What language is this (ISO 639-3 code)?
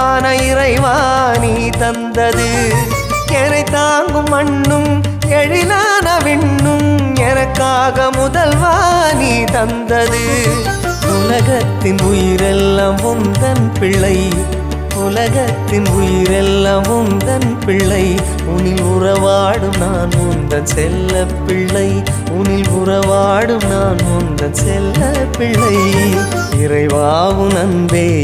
tam